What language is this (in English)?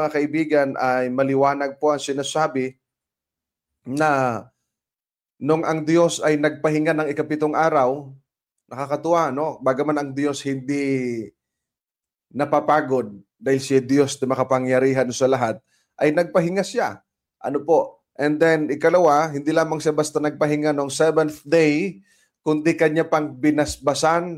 Filipino